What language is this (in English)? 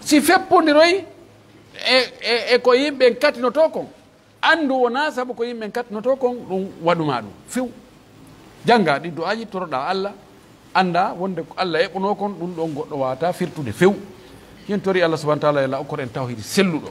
Pular